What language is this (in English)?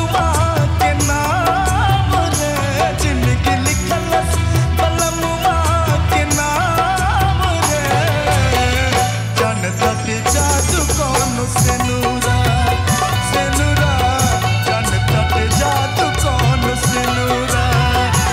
Bhojpuri